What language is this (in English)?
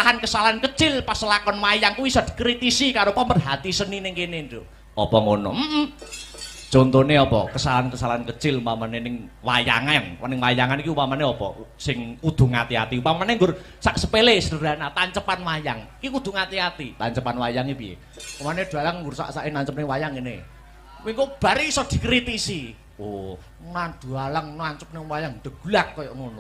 Javanese